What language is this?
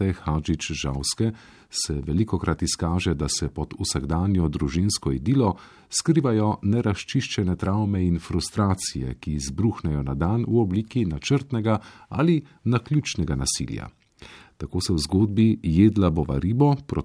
Slovenian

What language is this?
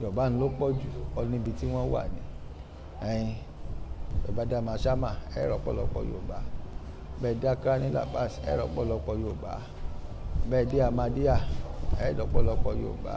Yoruba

